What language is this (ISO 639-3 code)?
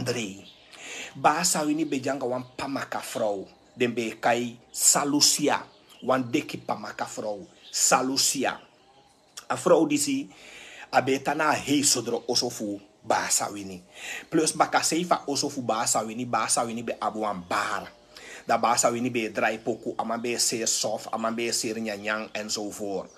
srn